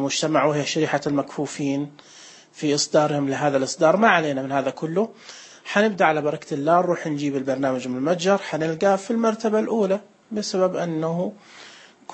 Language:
Najdi Arabic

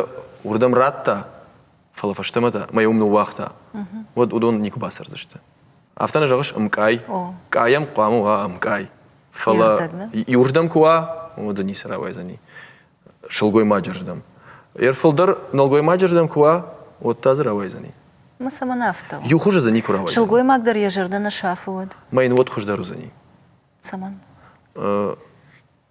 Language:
Ossetic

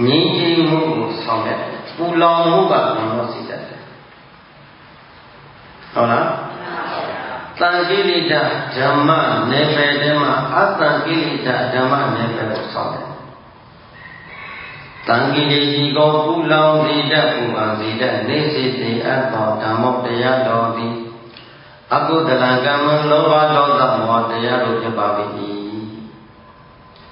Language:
Burmese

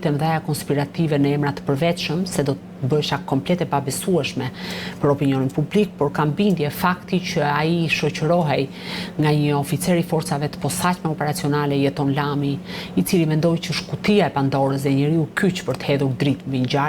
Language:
Albanian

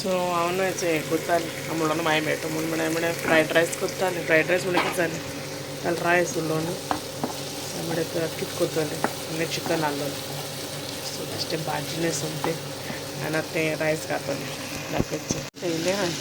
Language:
Konkani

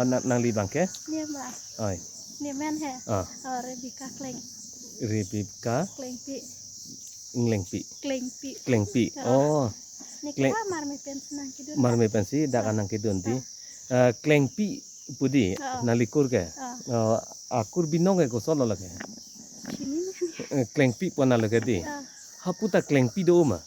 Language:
Karbi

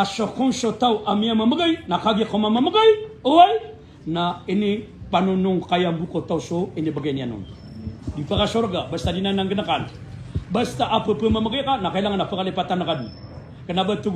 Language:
Maranao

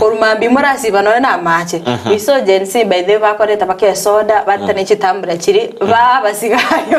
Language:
Gusii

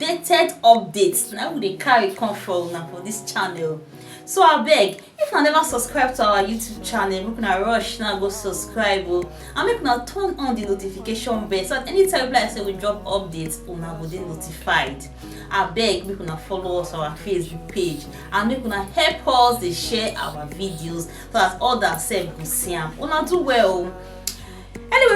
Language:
Nigerian Pidgin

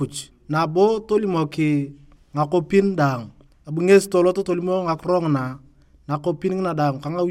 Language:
Turkana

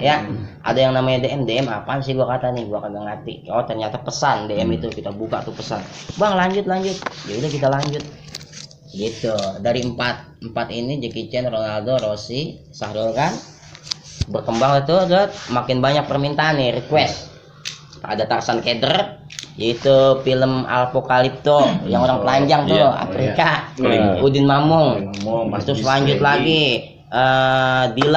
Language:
Betawi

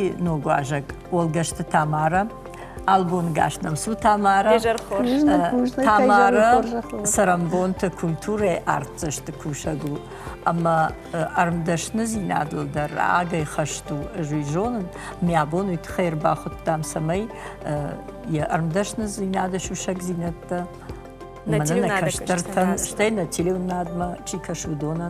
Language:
Ossetic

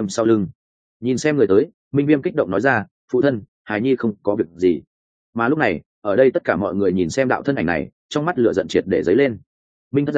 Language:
Vietnamese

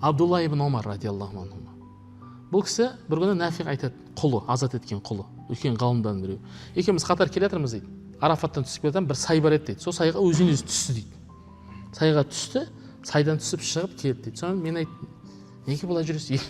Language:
Kazakh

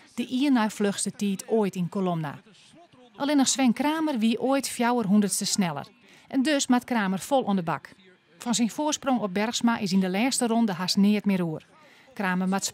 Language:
Western Frisian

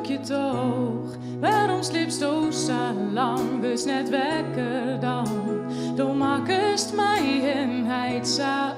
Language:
Western Frisian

